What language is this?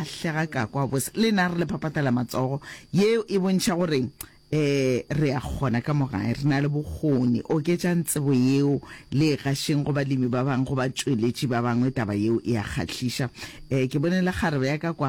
Northern Sotho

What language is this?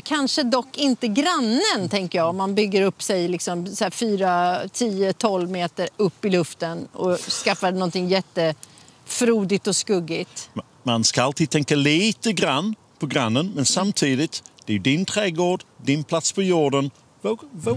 Swedish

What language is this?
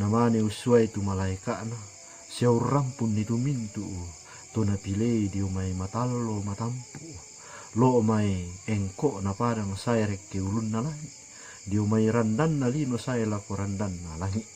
Toraja-Sa'dan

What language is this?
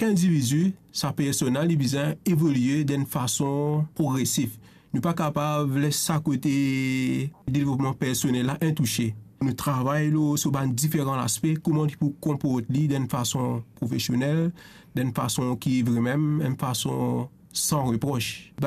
Morisyen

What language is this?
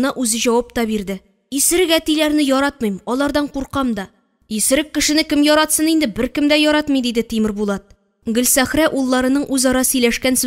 Tatar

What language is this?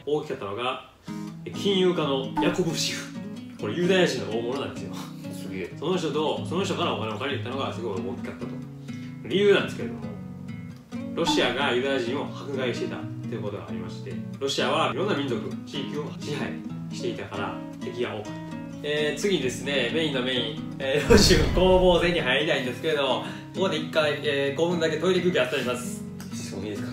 Japanese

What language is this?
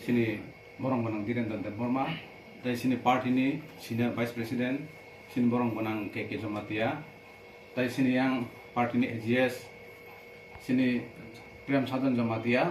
Kok Borok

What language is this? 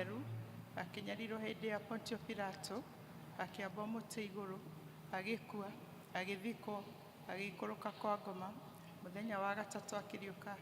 Kikuyu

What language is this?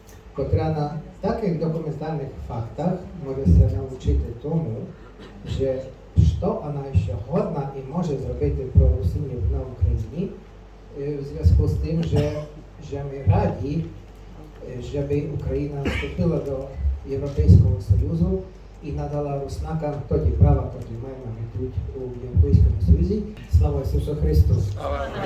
Rusyn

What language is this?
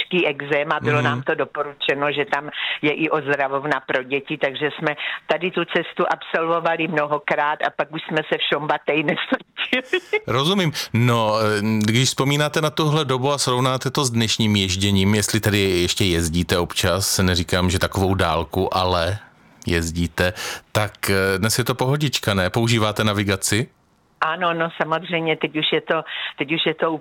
Czech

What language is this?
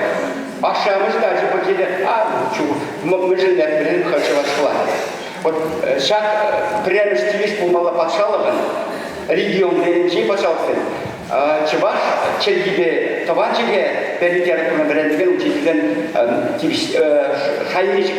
Chuvash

